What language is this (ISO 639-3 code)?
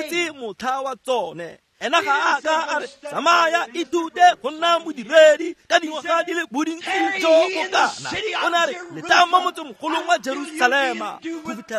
tsn